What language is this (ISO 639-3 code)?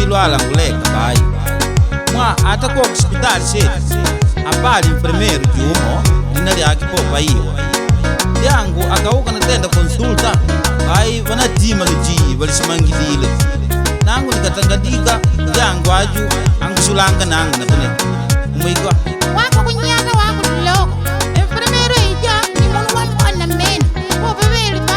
kde